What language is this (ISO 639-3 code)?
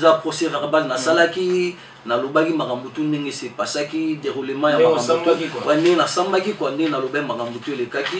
lin